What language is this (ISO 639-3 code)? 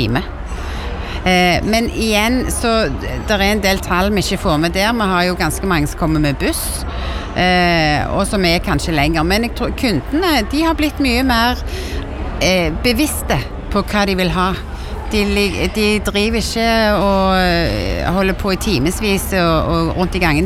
nor